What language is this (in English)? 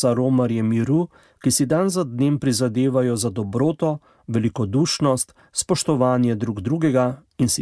Slovenian